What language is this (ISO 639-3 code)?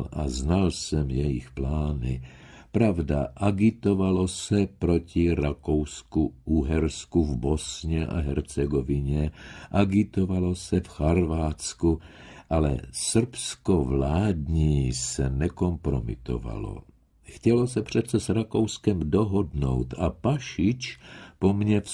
ces